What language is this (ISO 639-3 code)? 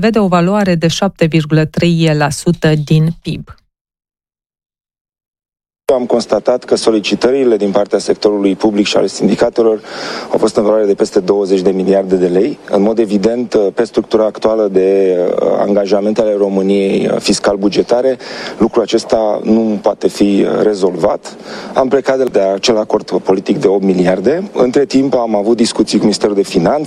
ron